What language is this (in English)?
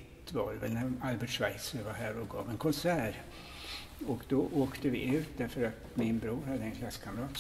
Swedish